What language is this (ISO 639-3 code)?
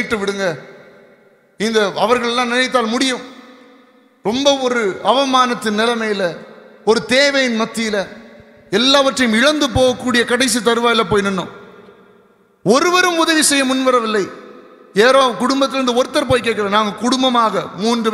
tam